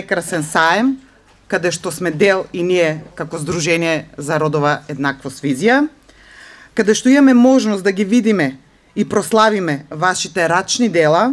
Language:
Macedonian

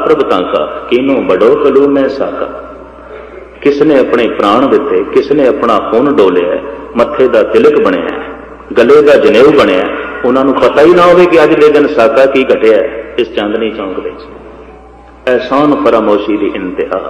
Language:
Punjabi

